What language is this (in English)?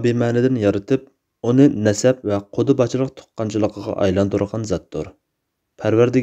Uyghur